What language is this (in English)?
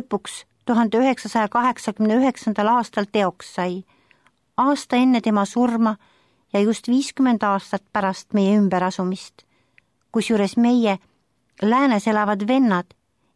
Estonian